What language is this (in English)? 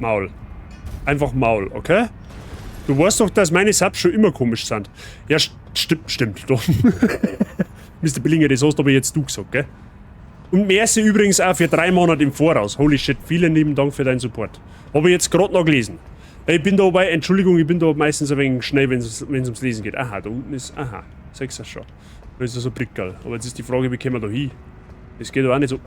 Bavarian